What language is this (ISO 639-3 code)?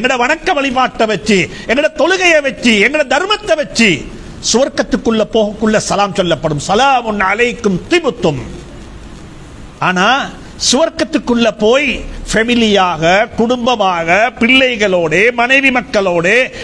tam